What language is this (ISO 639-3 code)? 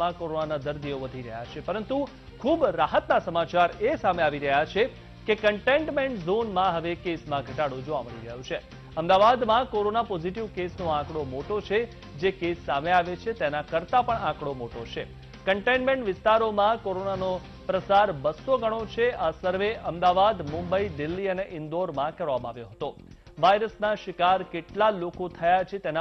guj